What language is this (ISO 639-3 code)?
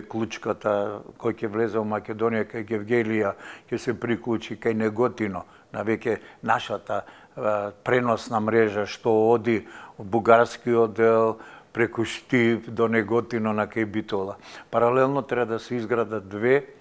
mkd